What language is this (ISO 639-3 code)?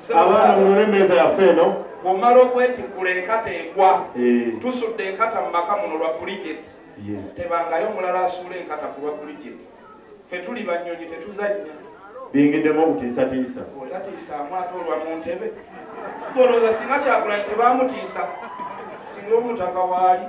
lug